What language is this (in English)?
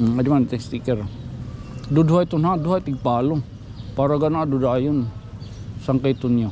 Waray